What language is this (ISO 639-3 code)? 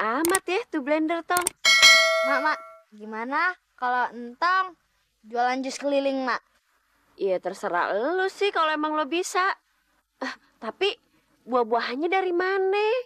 bew